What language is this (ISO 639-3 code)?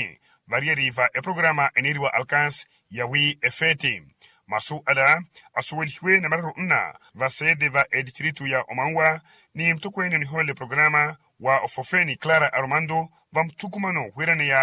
vmw